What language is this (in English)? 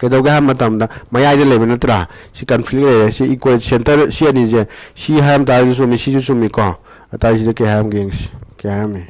Manipuri